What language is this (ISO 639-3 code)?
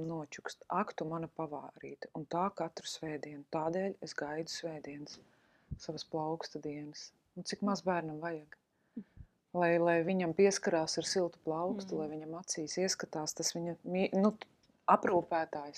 lav